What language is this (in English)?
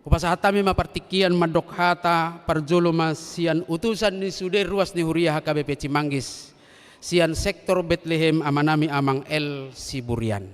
Batak Toba